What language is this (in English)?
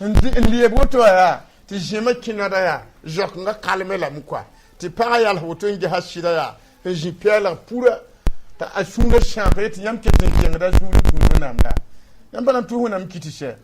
Mossi